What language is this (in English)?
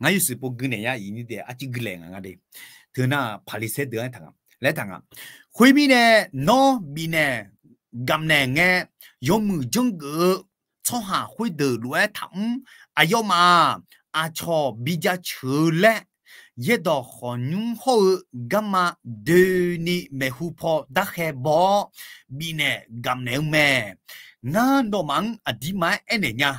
Akha